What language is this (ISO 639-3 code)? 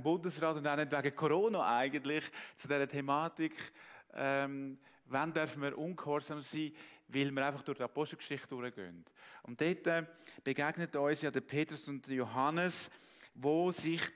gsw